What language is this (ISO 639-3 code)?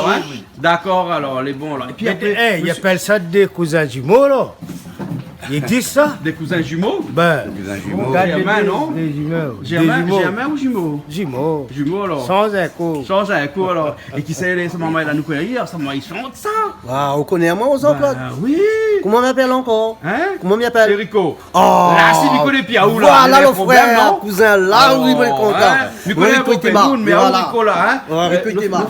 rcf